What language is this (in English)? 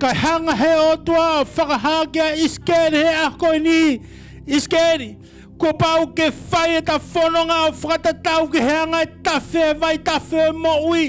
Tongan